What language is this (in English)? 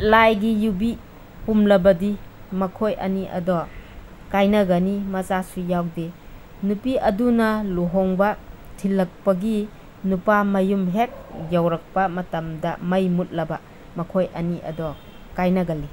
Manipuri